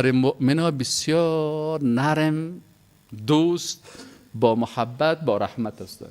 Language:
Persian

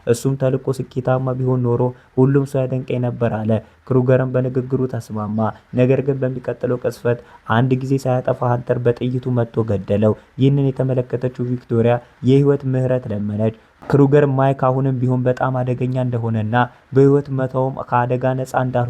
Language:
Amharic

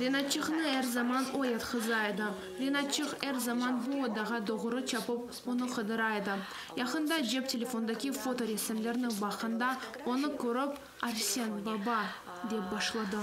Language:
Crimean Tatar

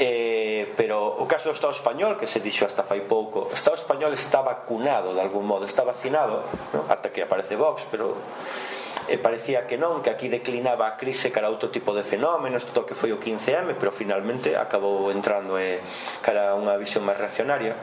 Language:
Galician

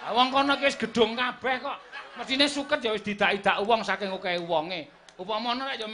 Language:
Javanese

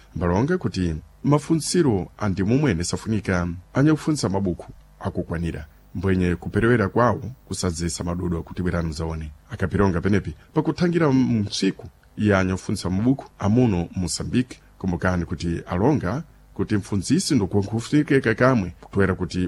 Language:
Sena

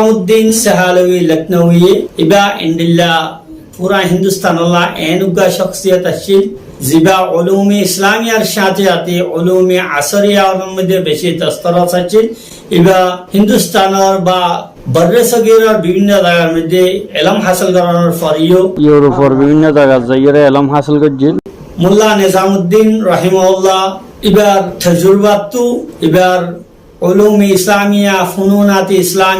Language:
Rohingya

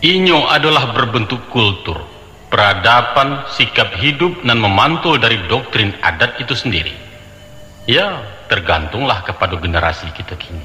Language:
Minangkabau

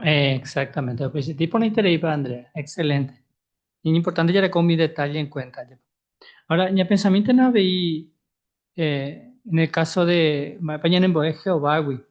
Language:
Guarani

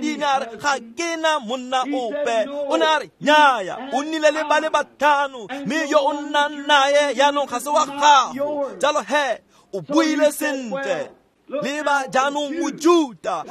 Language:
Tswana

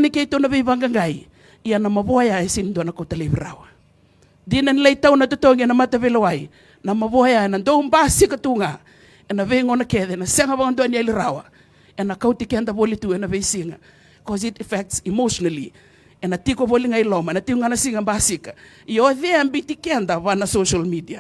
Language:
Fijian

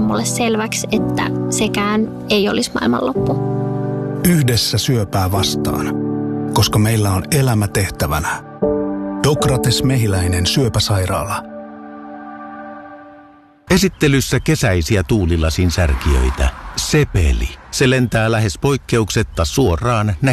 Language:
Finnish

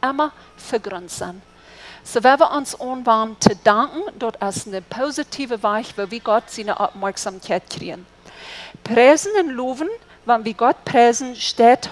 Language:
Plautdietsch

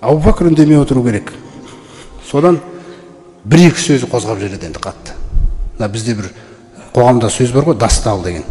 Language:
Kazakh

